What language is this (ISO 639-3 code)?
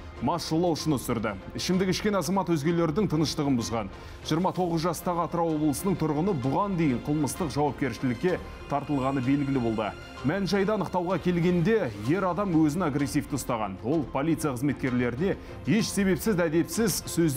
kaz